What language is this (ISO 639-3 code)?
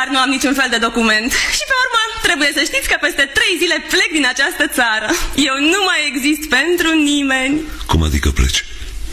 ron